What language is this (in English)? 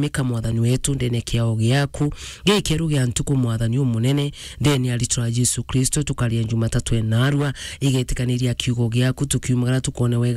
Meru